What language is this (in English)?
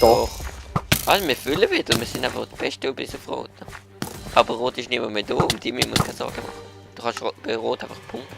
Swiss German